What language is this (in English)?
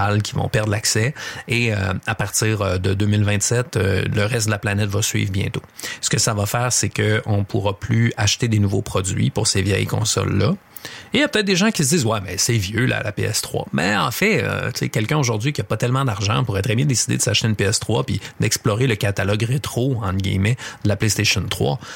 French